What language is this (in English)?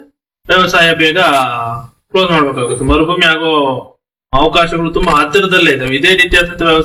Kannada